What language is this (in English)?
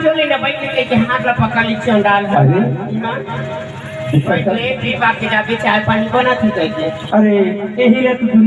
Chhattisgarhi